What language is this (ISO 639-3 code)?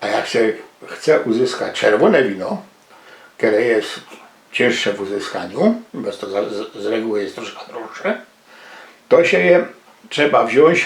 szl